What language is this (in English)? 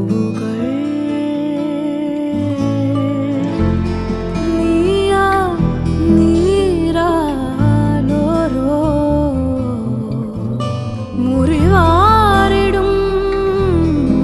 Malayalam